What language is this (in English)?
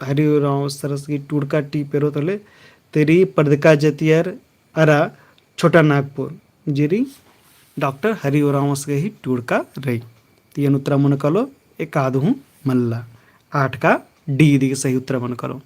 Kurukh